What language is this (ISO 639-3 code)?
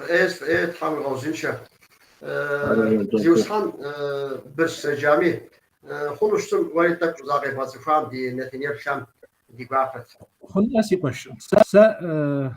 kbd